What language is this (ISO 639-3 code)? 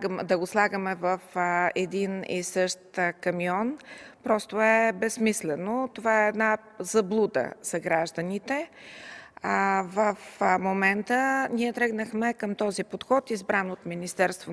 bul